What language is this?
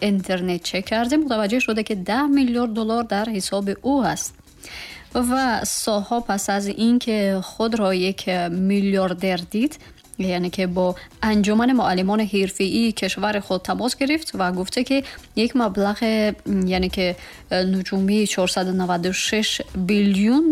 Tajik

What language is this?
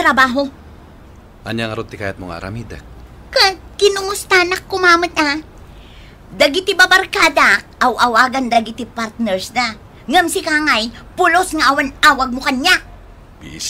Iloko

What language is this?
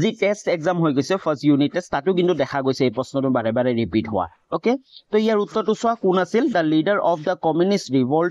Assamese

